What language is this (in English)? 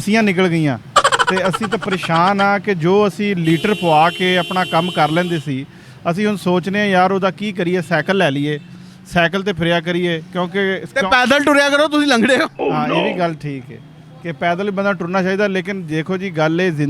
Western Panjabi